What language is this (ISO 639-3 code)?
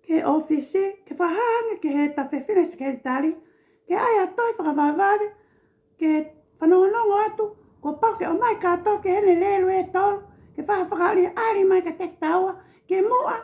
ton